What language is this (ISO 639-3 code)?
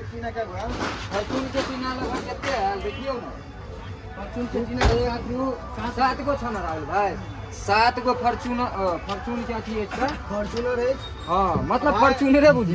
mai